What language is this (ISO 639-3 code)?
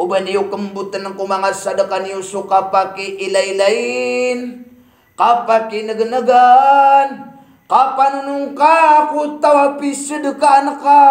mrw